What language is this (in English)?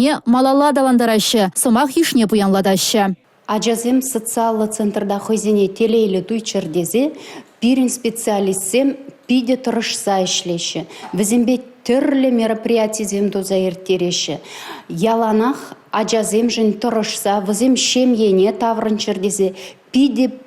Chuvash